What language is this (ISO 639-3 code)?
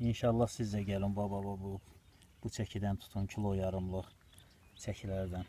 aze